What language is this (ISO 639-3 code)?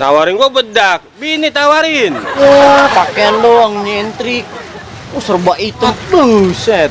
bew